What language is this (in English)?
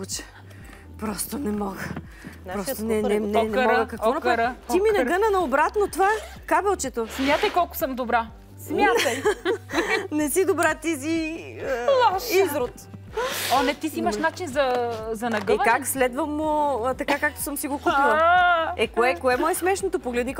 Bulgarian